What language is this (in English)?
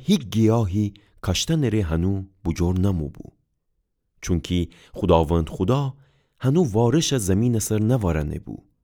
Gilaki